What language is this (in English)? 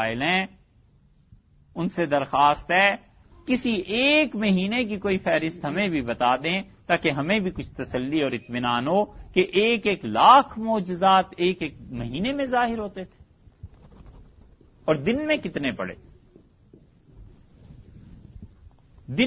Urdu